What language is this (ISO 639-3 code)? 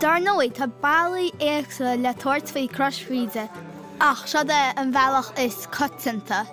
gle